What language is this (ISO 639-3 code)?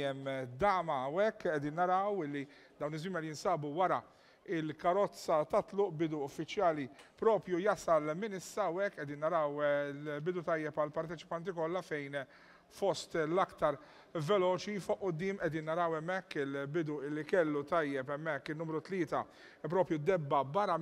mlt